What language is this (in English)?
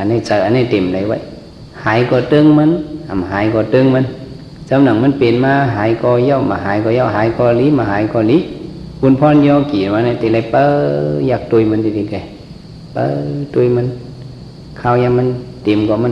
Shan